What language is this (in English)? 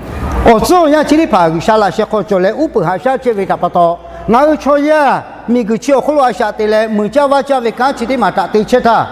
Lahu